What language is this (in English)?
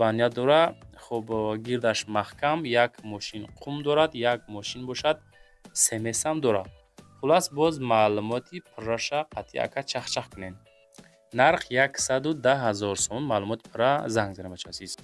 Tajik